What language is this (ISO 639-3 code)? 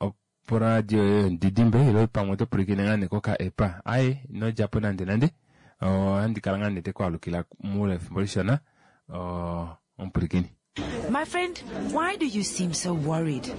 kua